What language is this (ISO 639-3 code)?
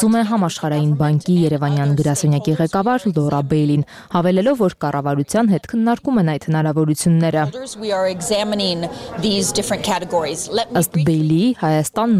hye